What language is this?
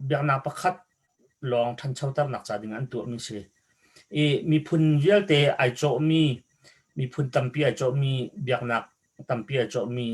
Hakha Chin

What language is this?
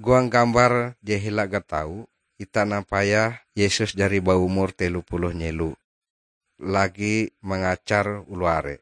Ngaju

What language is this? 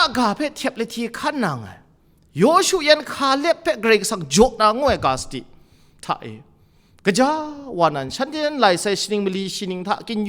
Kachin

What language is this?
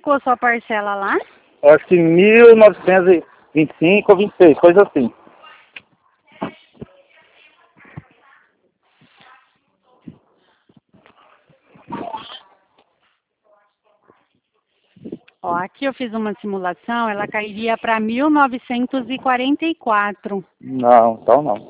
Portuguese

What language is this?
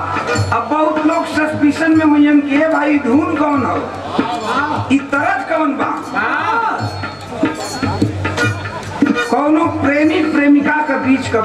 Bhojpuri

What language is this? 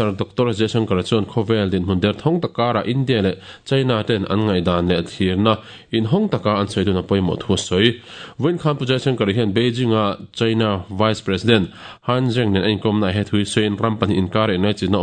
Mizo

